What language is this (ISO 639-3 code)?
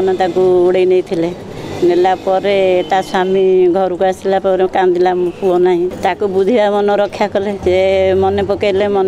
ori